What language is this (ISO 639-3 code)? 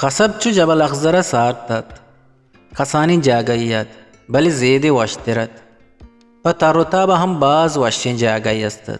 bgp